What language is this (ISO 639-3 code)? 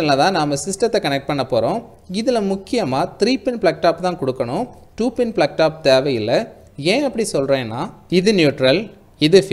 tam